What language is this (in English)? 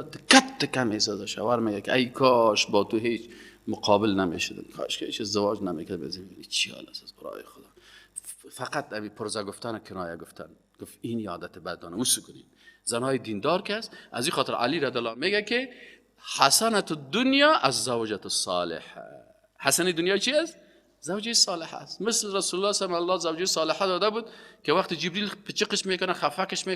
Persian